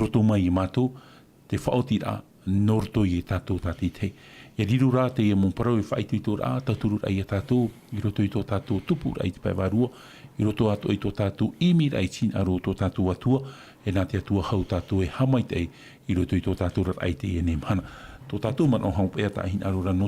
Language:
Tahitian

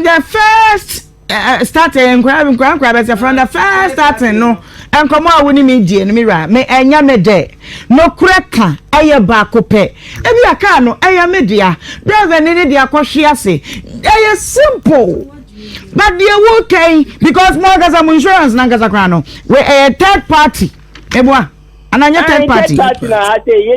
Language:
Akan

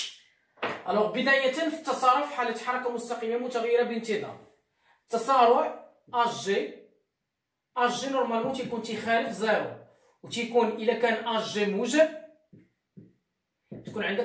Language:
Moroccan Arabic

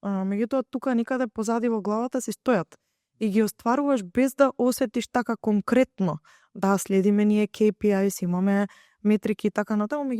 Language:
Macedonian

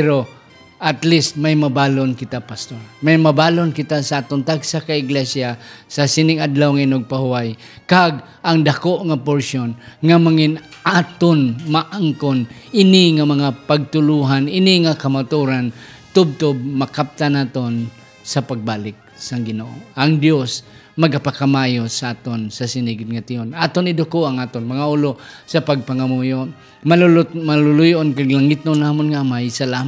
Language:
Hiligaynon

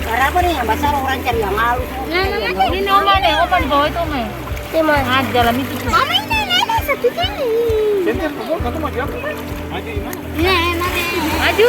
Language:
Ambonese Malay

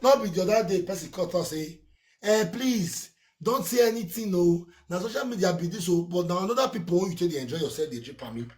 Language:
Nigerian Pidgin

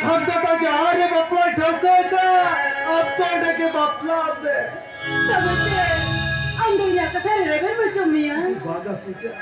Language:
Santali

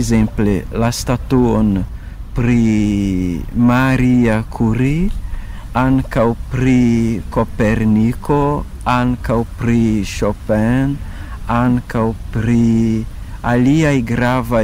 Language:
Esperanto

